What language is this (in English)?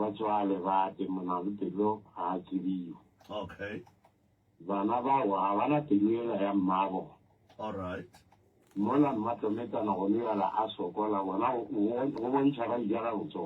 Northern Sotho